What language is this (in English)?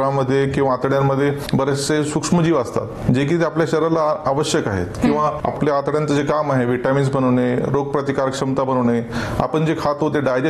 Marathi